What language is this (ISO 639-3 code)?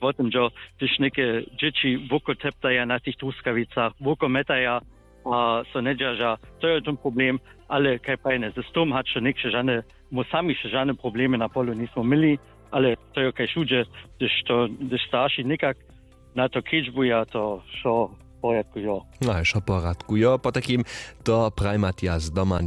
hsb